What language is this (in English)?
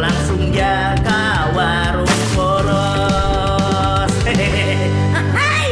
Banjar